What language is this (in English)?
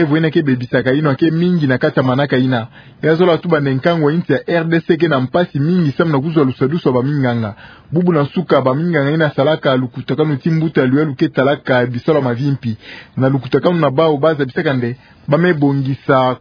Kituba (Democratic Republic of Congo)